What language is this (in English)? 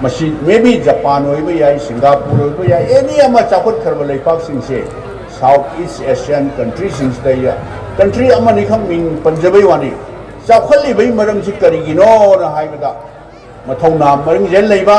Manipuri